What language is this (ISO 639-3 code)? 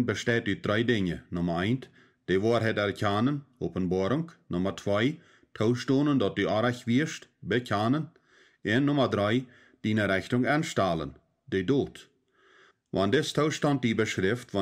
pdt